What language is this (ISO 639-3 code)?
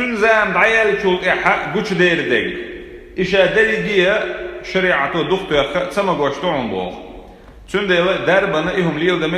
che